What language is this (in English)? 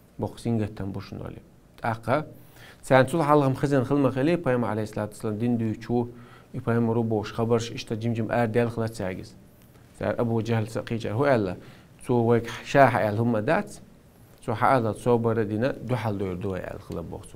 Chechen